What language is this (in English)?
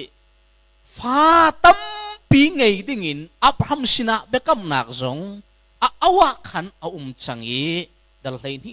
Hakha Chin